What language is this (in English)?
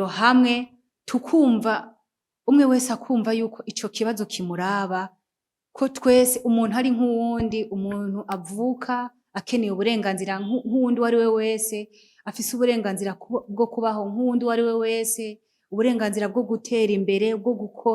Rundi